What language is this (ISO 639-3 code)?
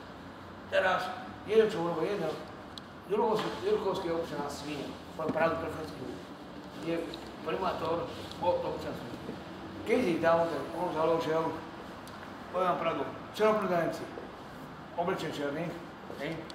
slk